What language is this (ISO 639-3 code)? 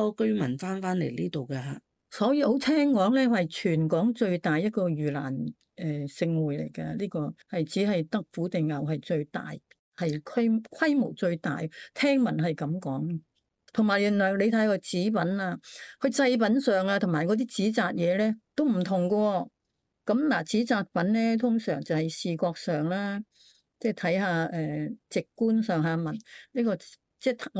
yue